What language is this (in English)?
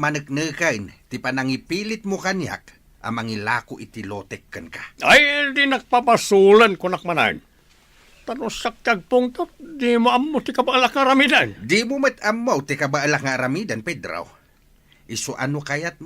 Iloko